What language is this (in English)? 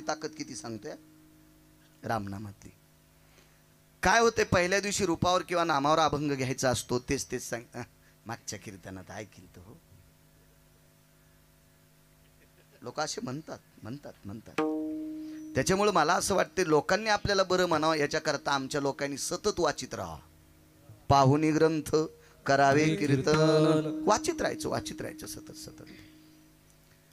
Marathi